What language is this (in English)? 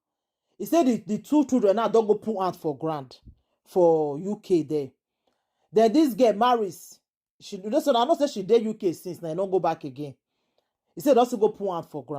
Nigerian Pidgin